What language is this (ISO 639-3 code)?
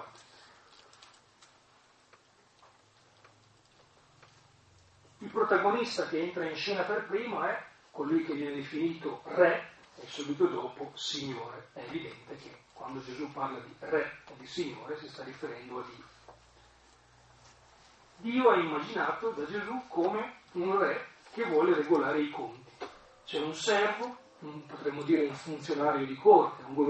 ita